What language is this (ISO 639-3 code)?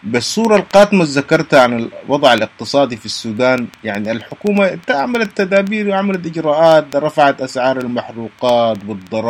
apd